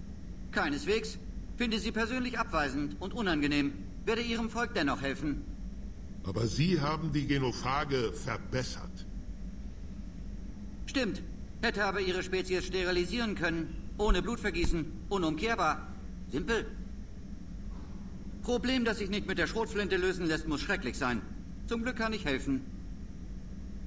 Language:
German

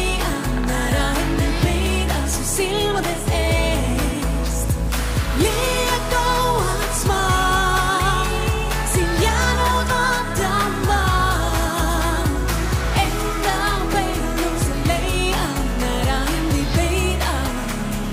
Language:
Estonian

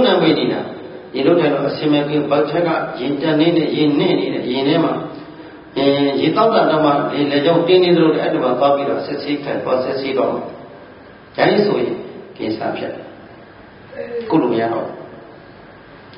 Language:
Burmese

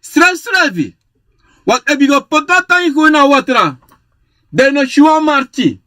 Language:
Sranan Tongo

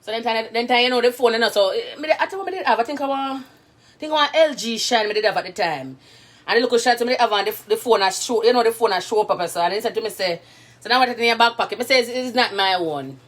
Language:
Jamaican Creole English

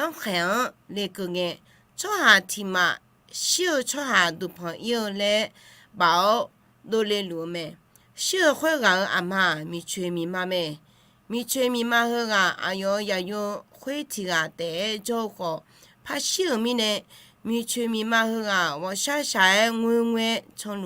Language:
Akha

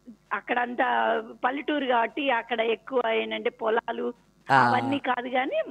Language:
Telugu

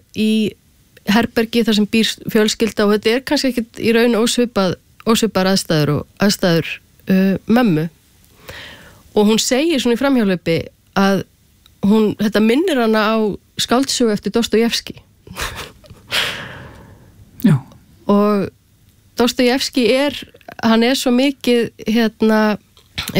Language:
Icelandic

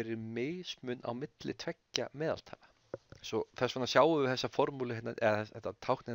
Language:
Icelandic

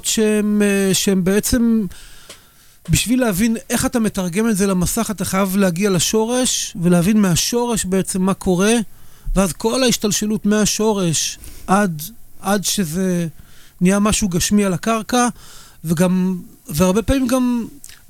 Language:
Hebrew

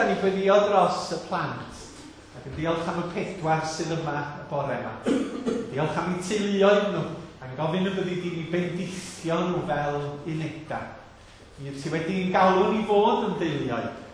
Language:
Welsh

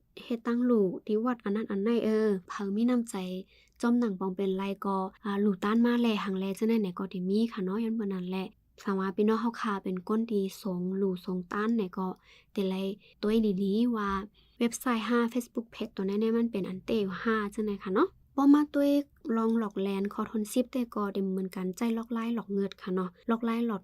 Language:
Shan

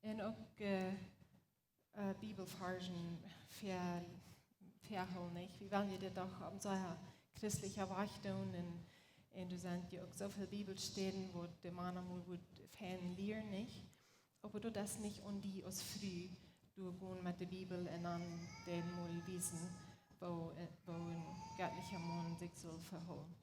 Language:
Plautdietsch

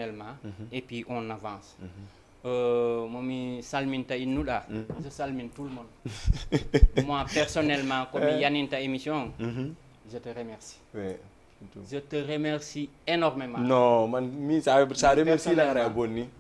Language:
Fula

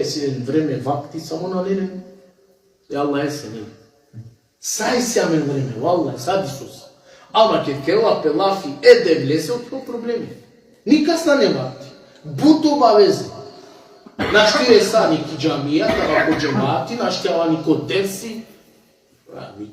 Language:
Balkan Romani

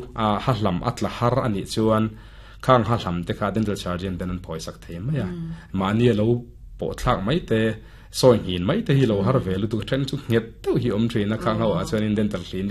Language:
Mizo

